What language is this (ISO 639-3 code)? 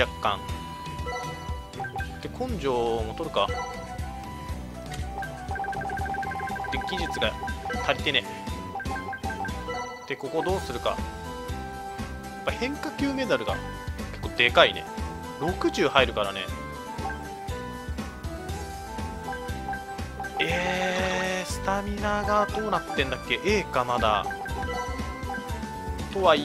jpn